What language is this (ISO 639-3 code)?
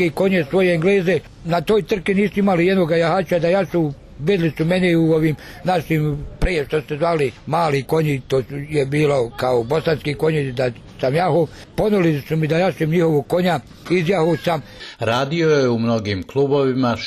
bos